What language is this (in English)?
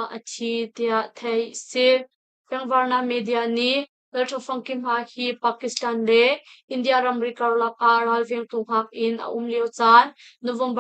Hakha Chin